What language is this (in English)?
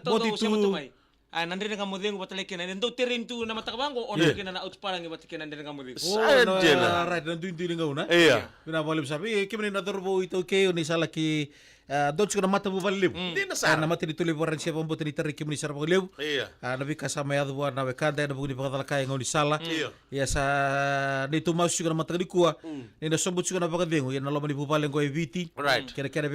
Fijian